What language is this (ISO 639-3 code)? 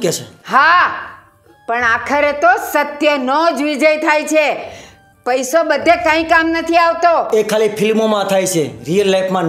guj